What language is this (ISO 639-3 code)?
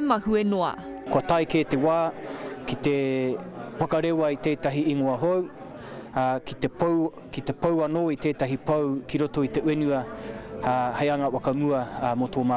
mri